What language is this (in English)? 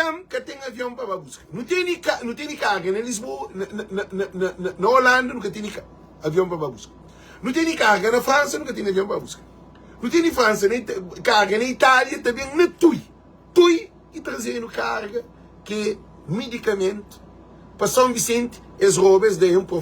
Kabuverdianu